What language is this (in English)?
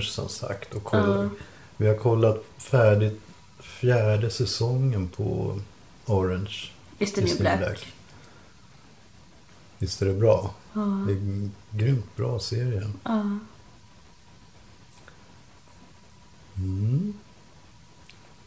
Swedish